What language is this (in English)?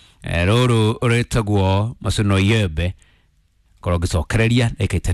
Kikuyu